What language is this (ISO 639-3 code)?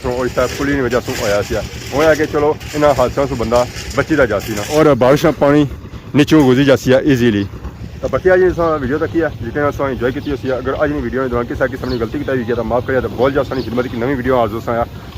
phr